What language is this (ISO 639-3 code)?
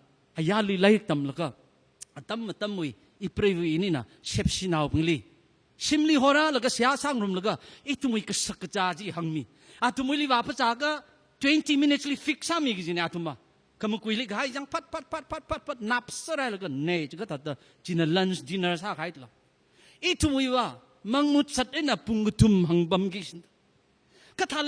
nmf